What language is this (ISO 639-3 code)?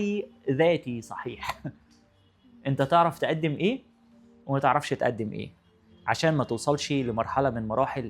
arz